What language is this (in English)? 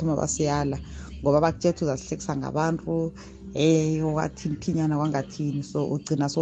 South Ndebele